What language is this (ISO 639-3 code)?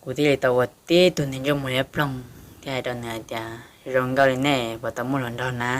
hmn